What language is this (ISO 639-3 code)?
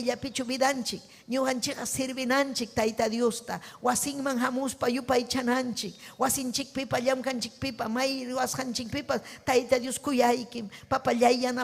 quy